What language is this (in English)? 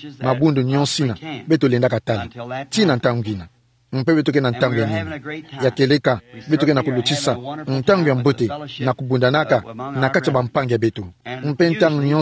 Kituba (Democratic Republic of Congo)